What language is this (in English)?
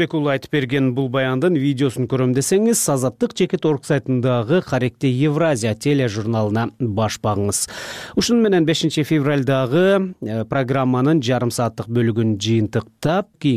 Kyrgyz